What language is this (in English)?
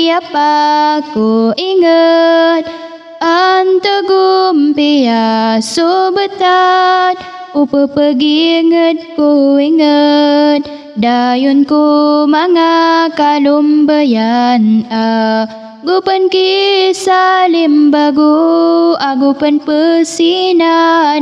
Maranao